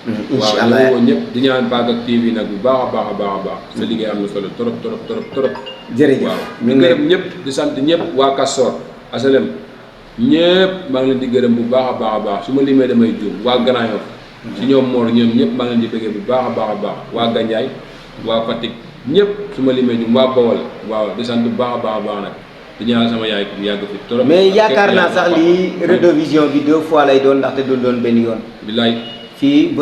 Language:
Wolof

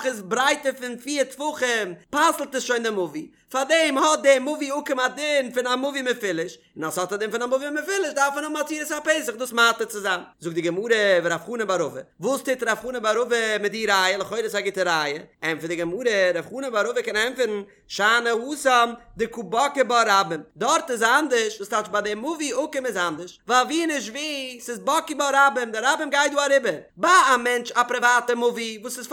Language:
Yiddish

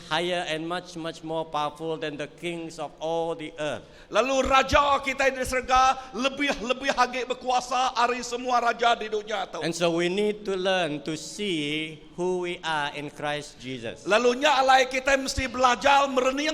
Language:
Iban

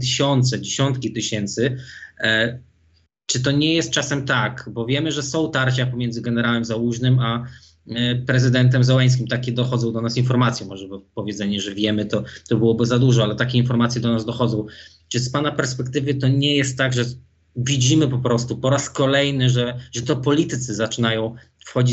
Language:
Polish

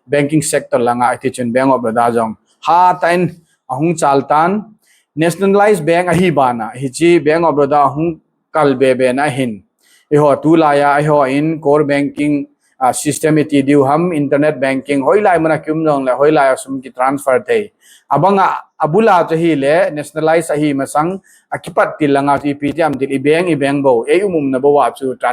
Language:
Thado Chin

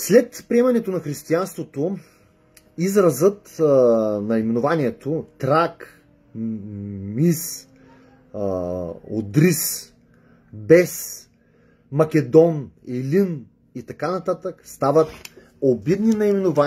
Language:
Bulgarian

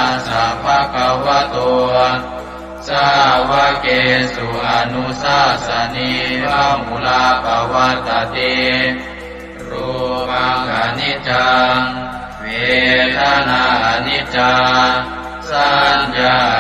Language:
Pali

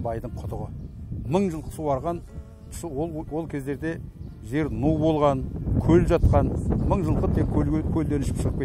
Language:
Kazakh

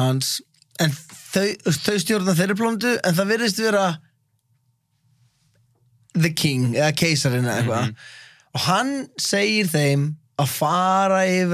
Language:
Icelandic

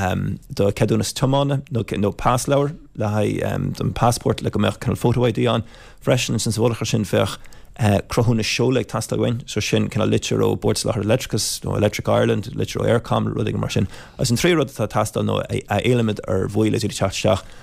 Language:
Irish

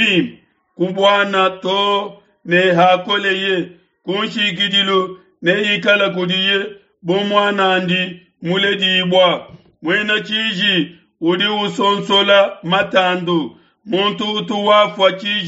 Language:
Luba-Lulua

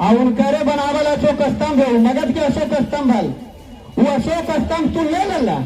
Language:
Magahi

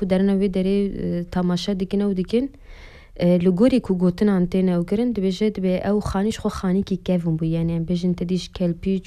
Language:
Kurdish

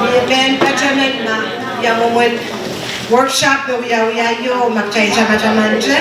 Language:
Pohnpeian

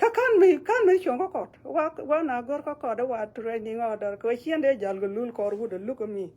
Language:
Nuer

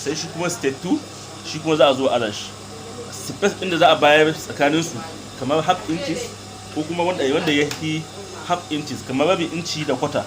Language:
Hausa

